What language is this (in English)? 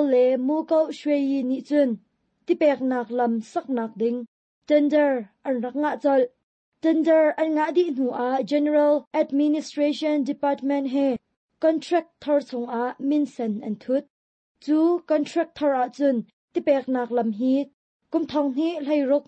Hakha Chin